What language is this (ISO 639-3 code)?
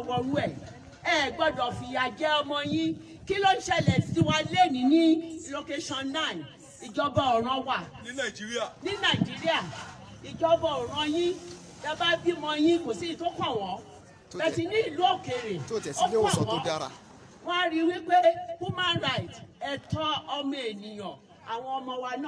yor